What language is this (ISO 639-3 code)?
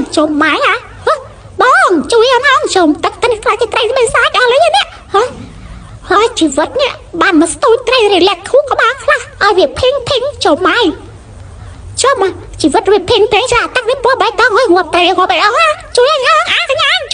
khm